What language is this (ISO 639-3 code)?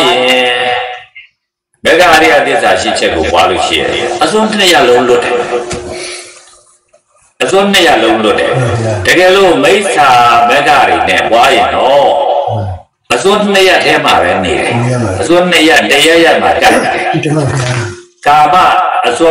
mya